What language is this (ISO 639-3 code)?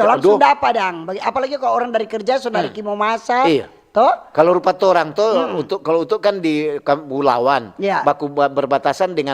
xmm